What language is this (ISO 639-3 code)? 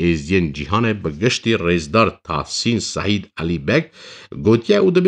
kur